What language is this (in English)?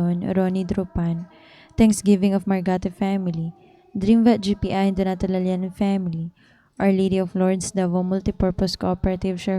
Cebuano